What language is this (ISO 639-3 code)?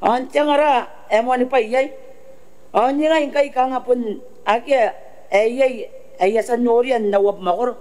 gil